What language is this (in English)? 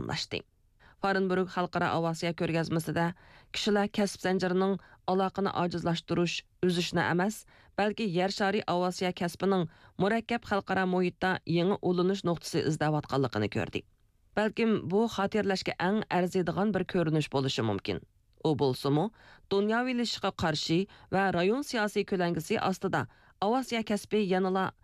Uyghur